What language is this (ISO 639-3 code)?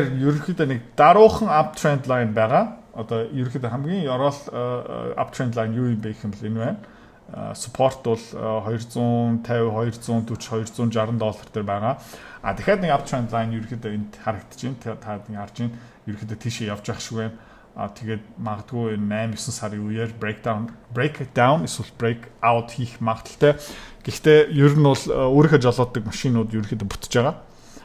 mon